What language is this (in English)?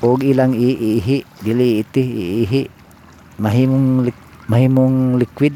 Cebuano